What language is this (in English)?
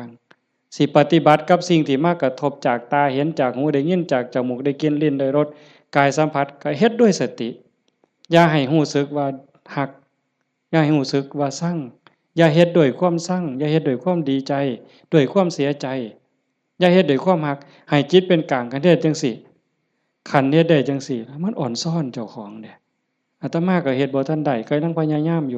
Lao